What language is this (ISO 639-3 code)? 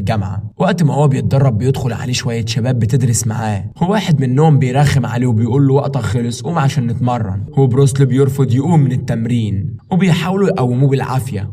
arz